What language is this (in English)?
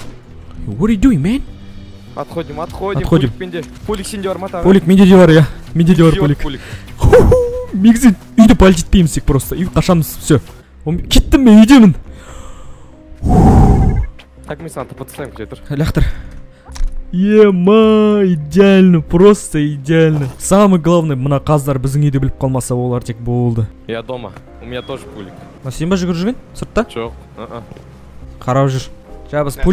Kazakh